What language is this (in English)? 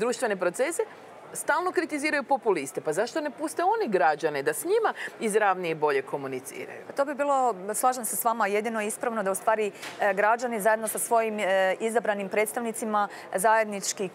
Croatian